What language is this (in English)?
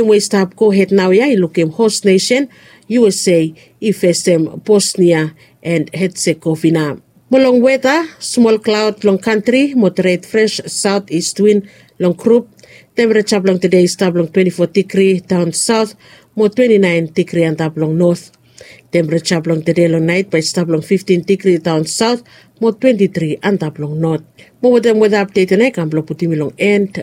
Bislama